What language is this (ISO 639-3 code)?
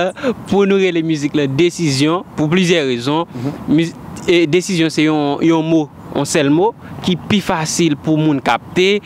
hat